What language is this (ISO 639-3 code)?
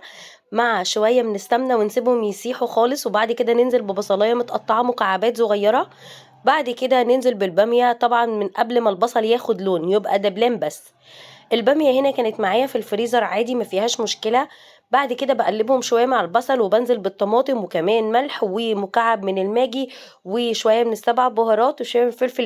arz